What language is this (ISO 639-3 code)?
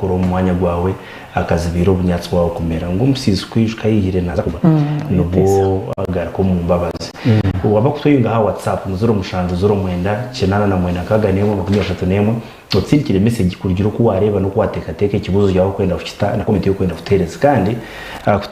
nyn